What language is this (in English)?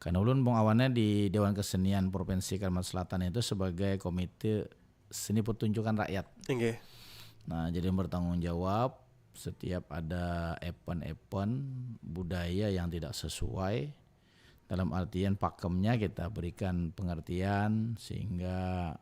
Banjar